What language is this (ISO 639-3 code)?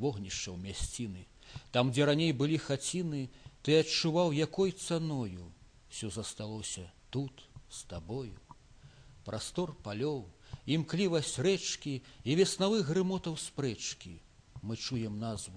bel